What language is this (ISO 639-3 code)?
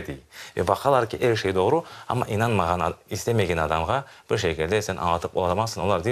crh